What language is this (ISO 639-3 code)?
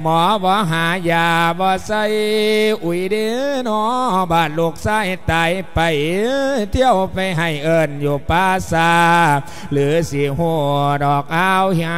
lao